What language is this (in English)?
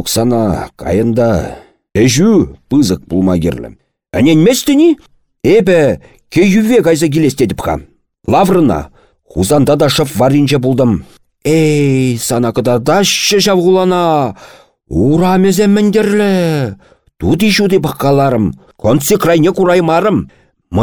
Chuvash